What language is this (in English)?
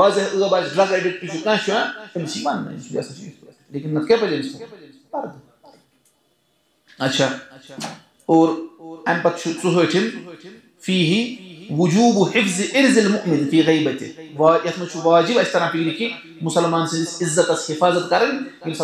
Kashmiri